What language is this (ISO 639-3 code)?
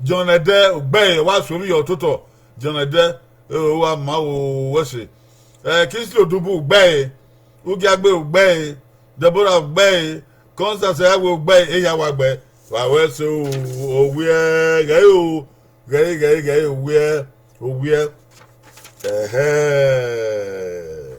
bin